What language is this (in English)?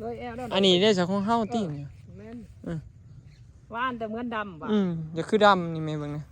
Northeastern Thai